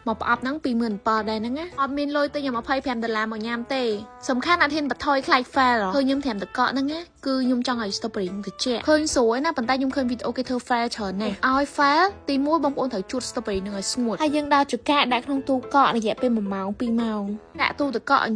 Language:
Khmer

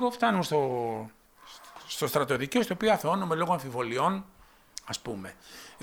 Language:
Greek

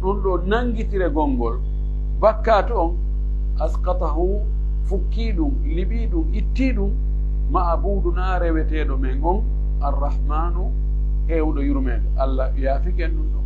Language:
Pular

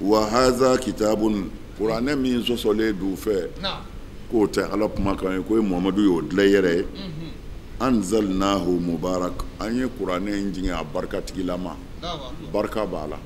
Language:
Bambara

